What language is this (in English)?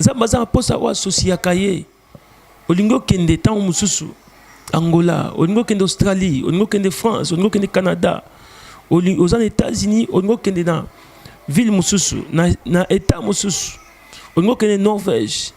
Lingala